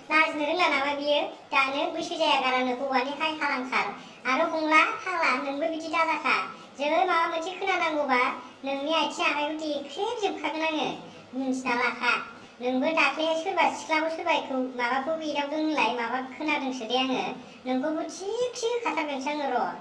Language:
Bodo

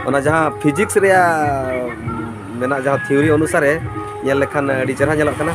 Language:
Santali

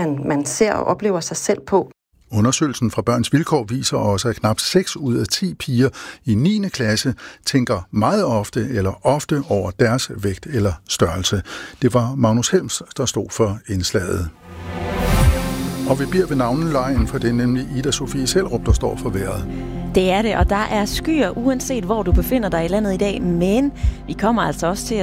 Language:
Danish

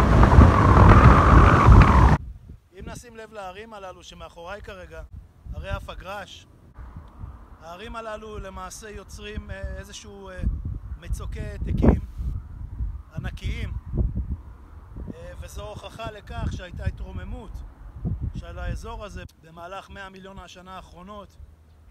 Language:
Hebrew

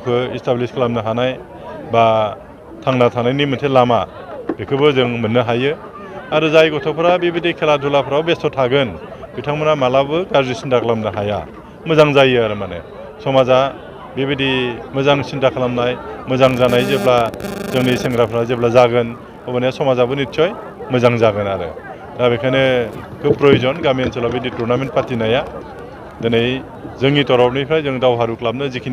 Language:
Bodo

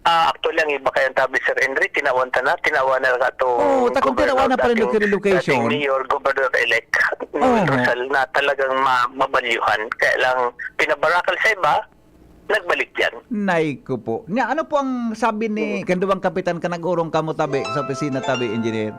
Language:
Bikol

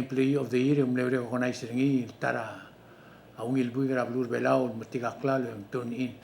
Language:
Palauan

